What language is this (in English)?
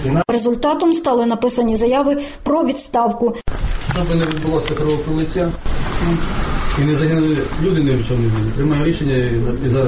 Ukrainian